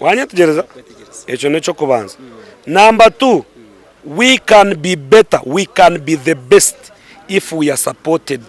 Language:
Nyankole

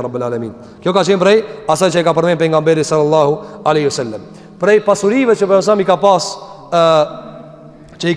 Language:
Albanian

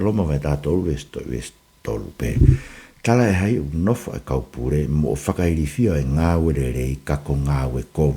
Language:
Tongan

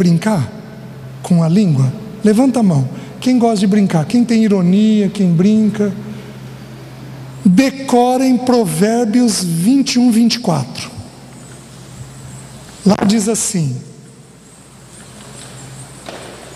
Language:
Portuguese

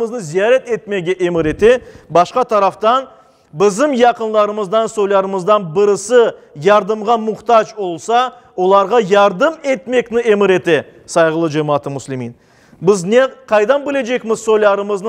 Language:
Crimean Tatar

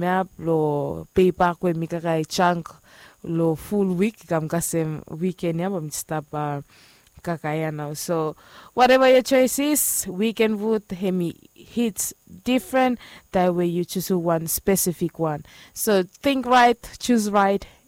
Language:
Bislama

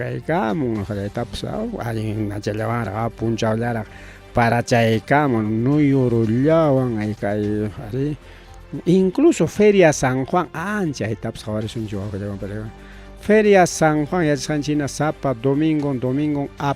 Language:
Ayacucho Quechua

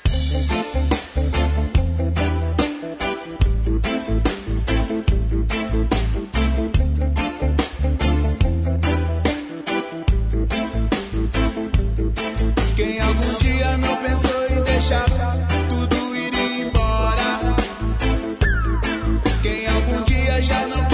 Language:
Portuguese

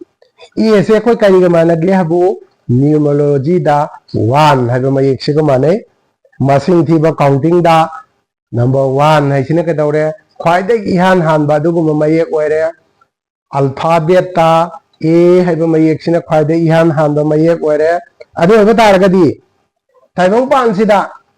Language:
Manipuri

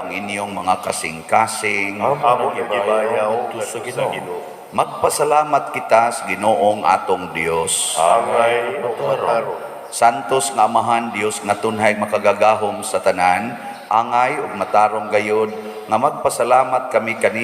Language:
Cebuano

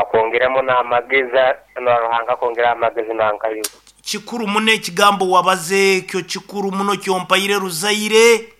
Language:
Nyoro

